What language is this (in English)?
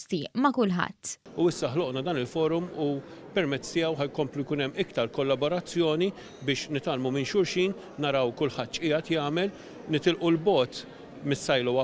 Maltese